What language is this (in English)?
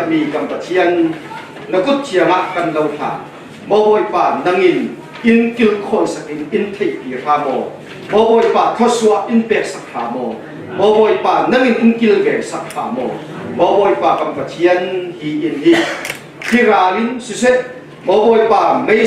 Falam Chin